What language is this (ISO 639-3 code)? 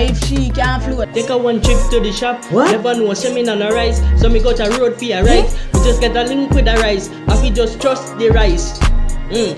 jam